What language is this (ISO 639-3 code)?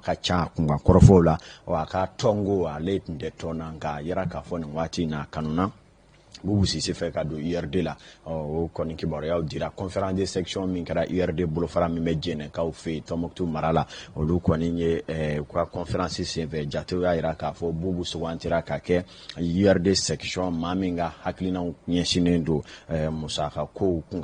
bam